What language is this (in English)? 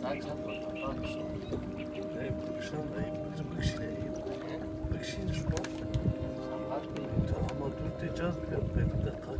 Kurdish